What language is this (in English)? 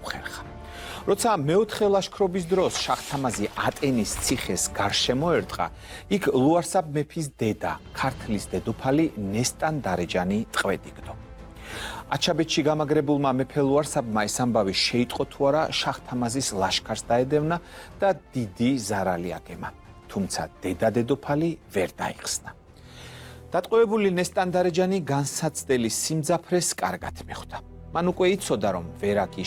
Georgian